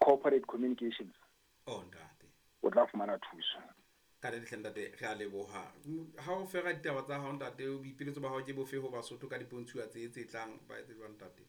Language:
Southern Sotho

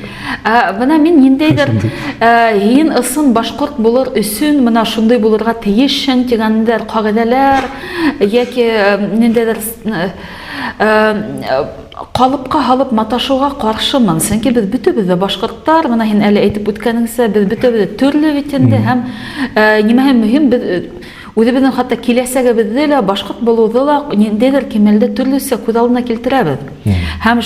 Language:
Bashkir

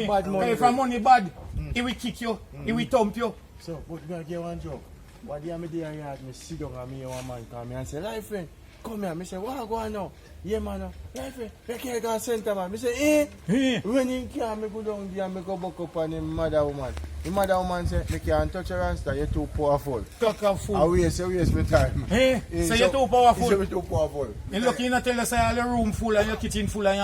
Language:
Jamaican Creole English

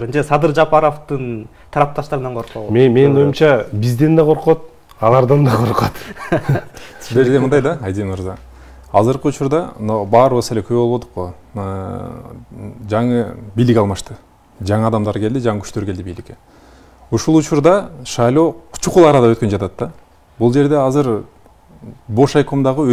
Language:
Kyrgyz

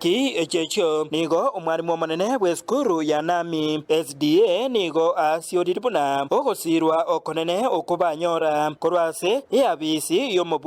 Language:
Gusii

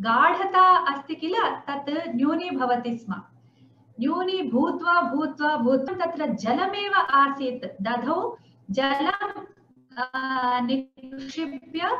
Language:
Sanskrit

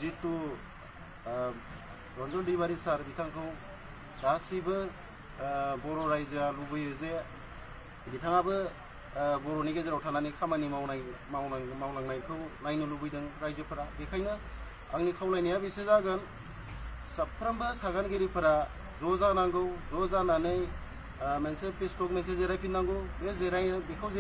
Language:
Bodo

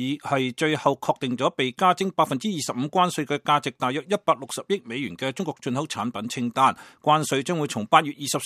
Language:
Cantonese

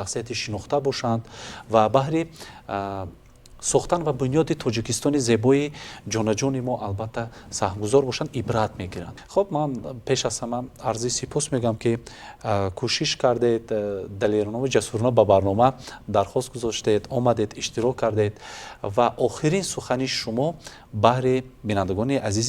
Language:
Tajik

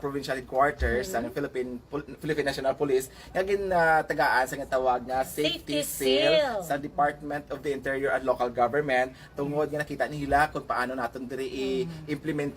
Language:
Hiligaynon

